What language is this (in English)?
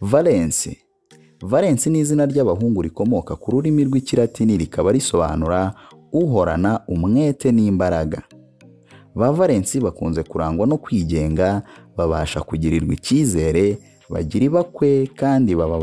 Kinyarwanda